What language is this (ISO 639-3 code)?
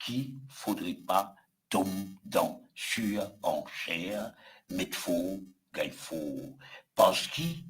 mfe